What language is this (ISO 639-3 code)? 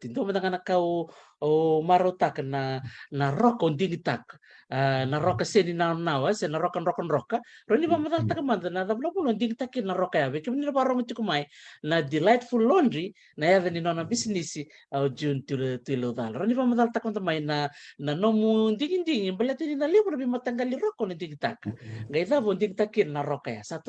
fij